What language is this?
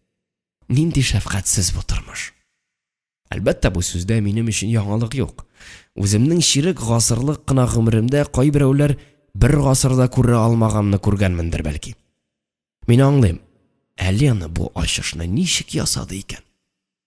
Tatar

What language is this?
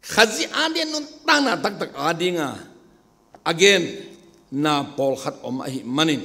Tedim Chin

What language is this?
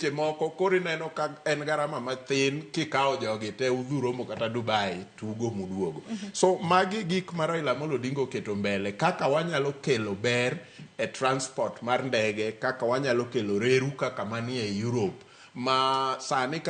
Luo (Kenya and Tanzania)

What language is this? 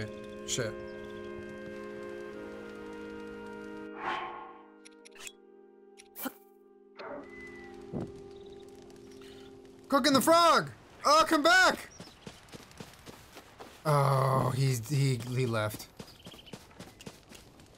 English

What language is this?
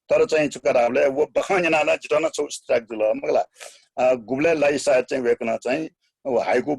Newari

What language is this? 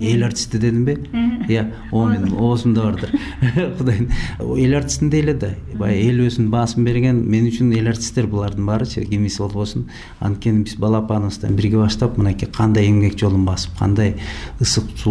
Kyrgyz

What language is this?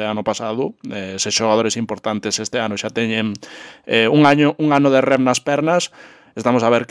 Galician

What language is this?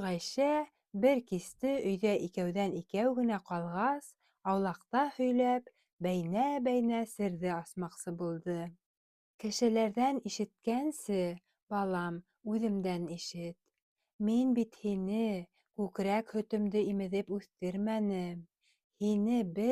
Bashkir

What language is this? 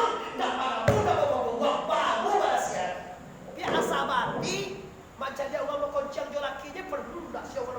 Minangkabau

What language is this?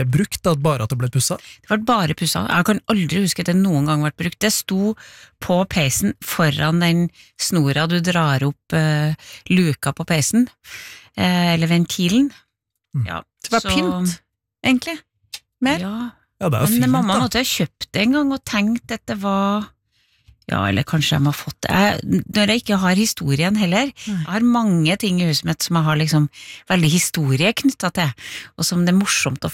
Norwegian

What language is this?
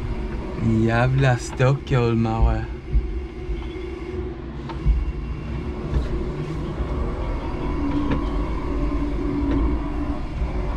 Swedish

